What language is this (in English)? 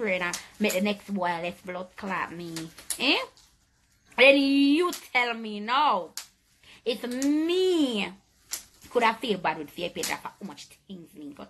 Jamaican Creole English